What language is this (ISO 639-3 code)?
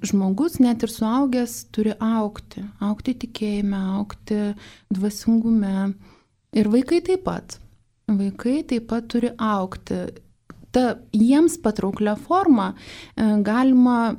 lit